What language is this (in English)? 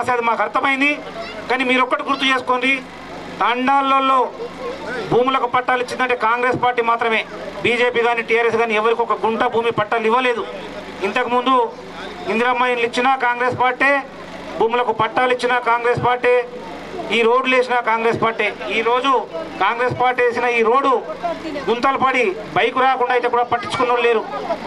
Telugu